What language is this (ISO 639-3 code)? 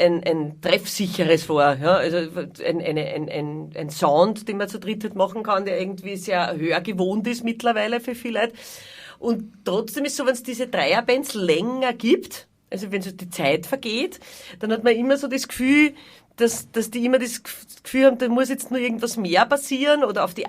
bar